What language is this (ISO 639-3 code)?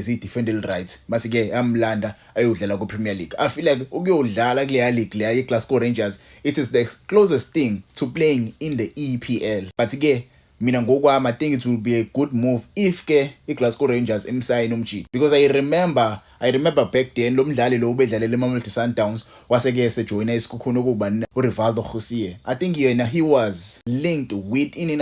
zul